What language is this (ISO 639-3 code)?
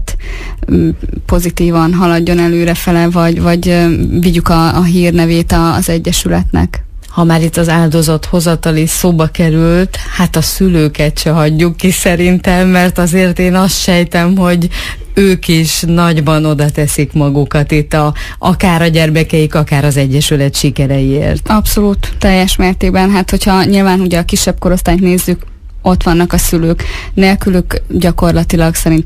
hun